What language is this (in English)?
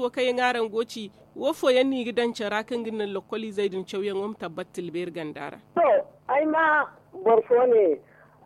Zarma